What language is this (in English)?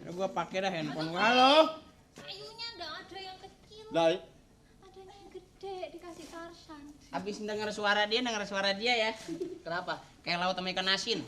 Betawi